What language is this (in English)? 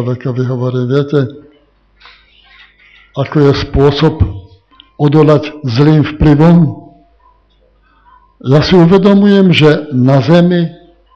Slovak